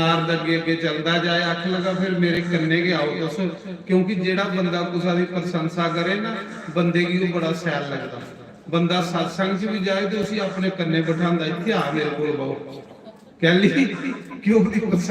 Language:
Dogri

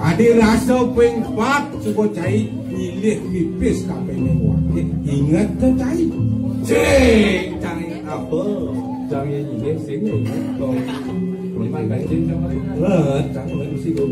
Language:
Balinese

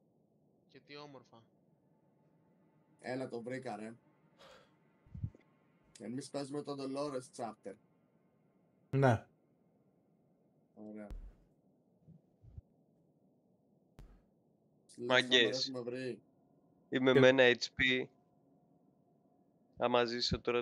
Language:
Greek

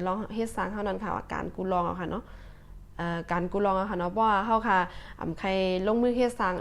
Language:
Shan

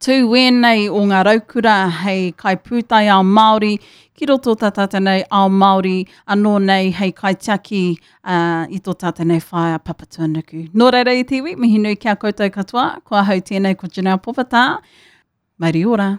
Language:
Māori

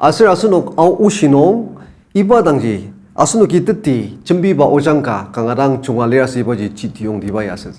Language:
Ao Naga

